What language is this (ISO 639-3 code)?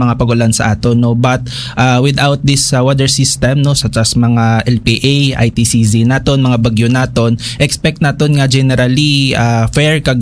hil